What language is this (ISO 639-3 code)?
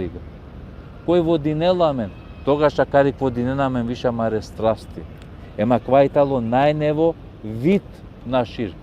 rmn